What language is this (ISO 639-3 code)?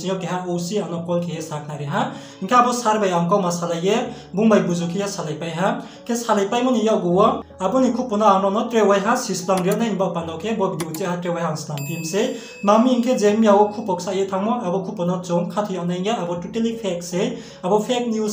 ria